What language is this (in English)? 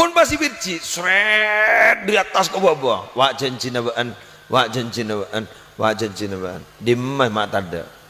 Madurese